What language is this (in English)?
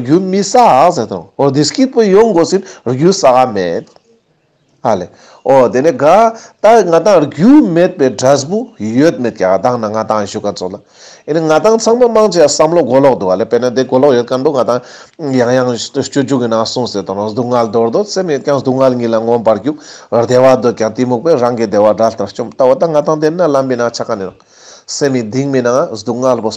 Ladakhi